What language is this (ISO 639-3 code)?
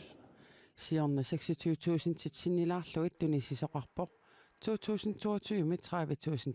kal